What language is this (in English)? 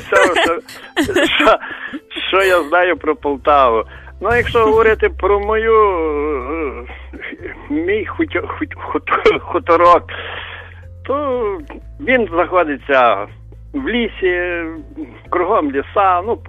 Ukrainian